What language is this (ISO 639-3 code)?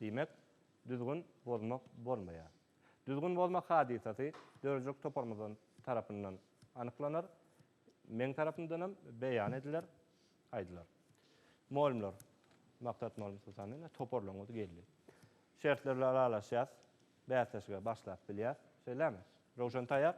tuk